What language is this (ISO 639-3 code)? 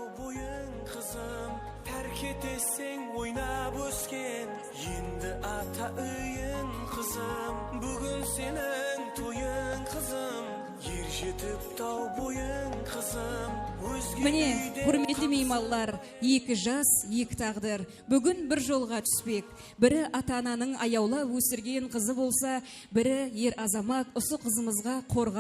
kaa